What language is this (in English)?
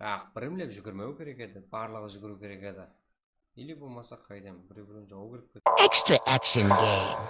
Kara-Kalpak